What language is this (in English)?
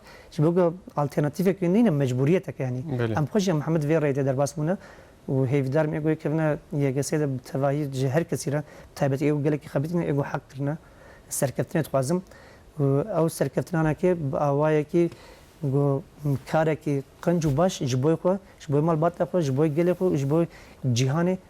Kurdish